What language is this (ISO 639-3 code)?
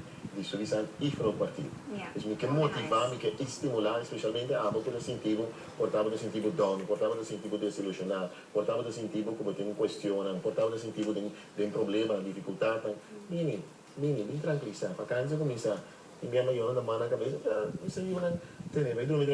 pap